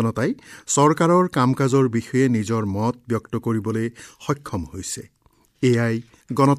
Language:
Assamese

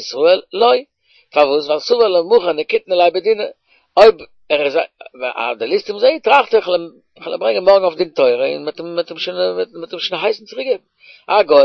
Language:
Yiddish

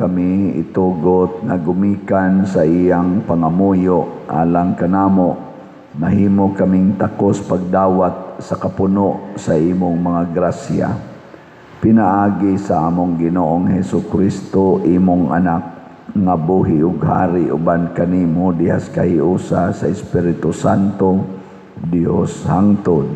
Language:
Cebuano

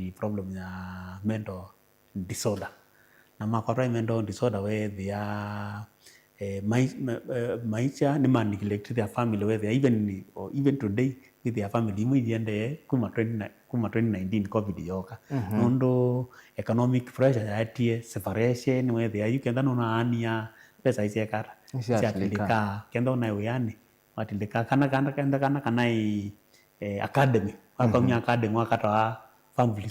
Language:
Kamba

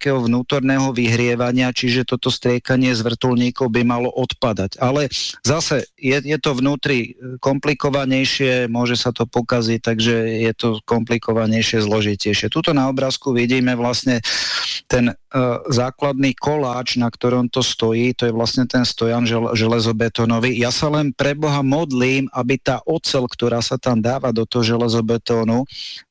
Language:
Slovak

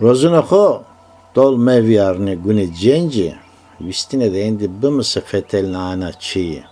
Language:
Zaza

